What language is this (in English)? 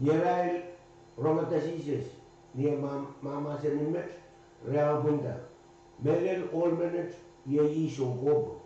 Pohnpeian